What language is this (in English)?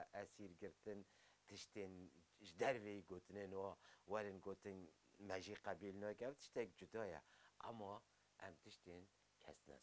Kurdish